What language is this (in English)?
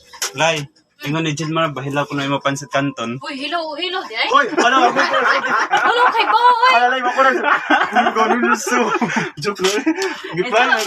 Cebuano